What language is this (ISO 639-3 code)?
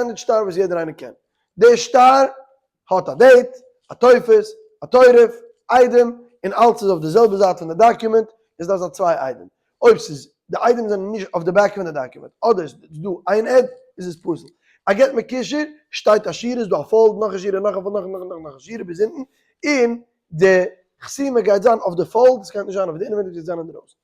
yid